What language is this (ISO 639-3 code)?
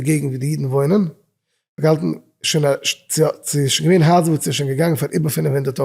yid